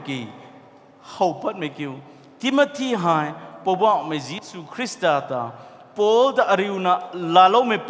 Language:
Rongmei Naga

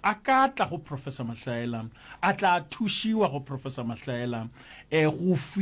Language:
Northern Sotho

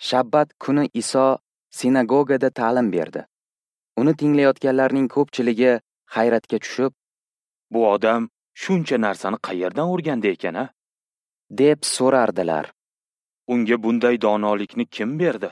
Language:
Uzbek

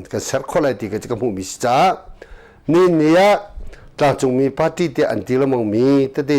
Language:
Hakha Chin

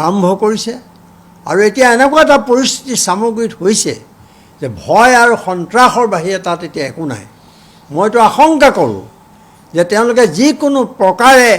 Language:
Assamese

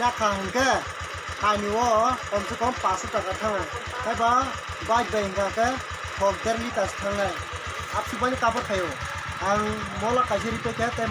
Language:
Kok Borok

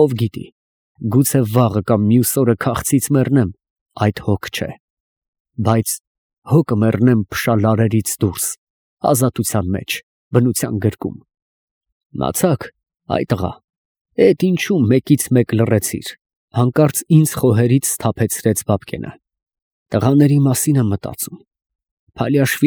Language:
Armenian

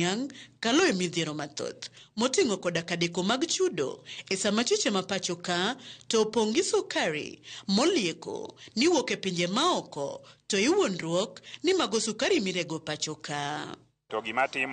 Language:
Luo (Kenya and Tanzania)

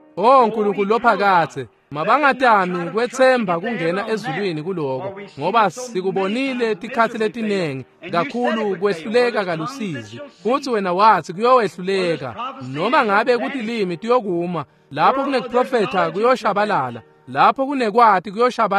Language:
Swati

